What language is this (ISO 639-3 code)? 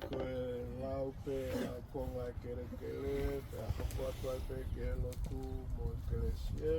ton